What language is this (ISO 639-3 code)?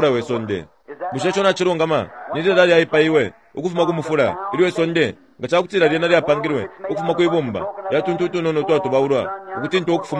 bem